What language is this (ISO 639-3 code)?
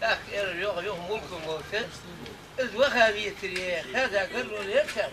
inh